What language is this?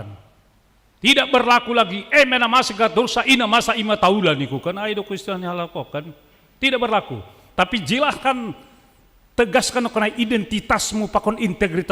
Batak Simalungun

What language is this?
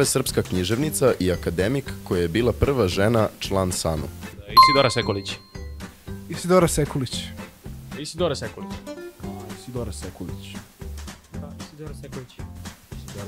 Serbian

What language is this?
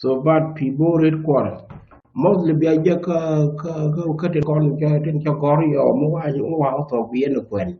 Nuer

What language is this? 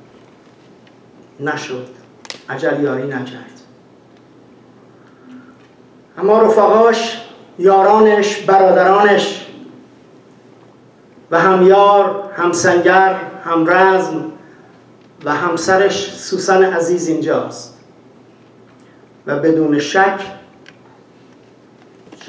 Persian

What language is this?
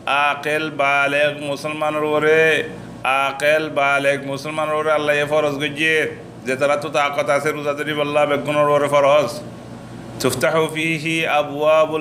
Rohingya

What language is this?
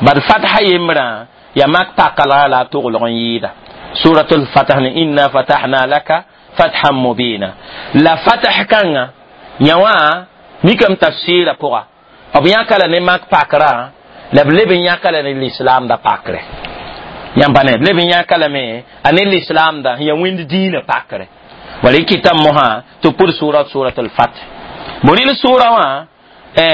Mossi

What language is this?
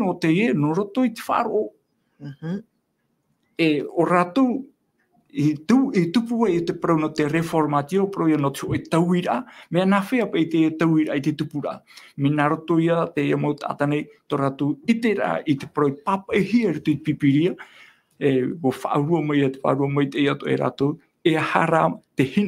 Tahitian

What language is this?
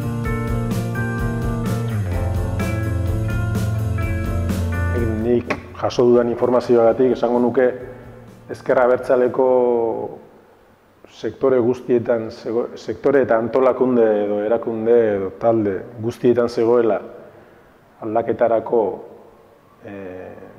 Basque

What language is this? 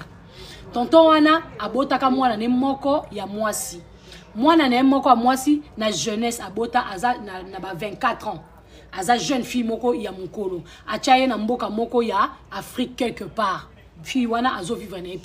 Lingala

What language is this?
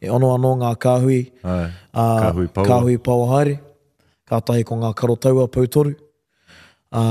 Māori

